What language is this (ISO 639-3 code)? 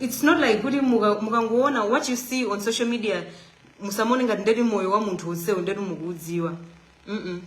nya